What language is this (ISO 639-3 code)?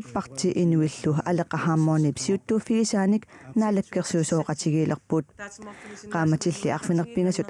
kal